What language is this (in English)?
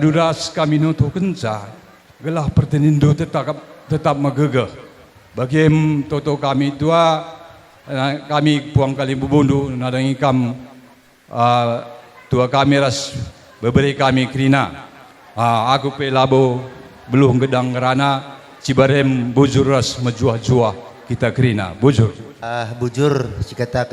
Batak Karo